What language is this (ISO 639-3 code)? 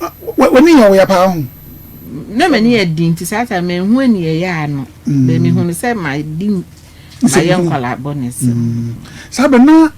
aka